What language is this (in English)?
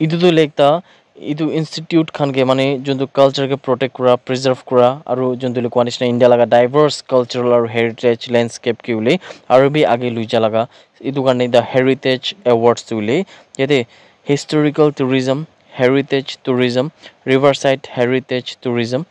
Naga Pidgin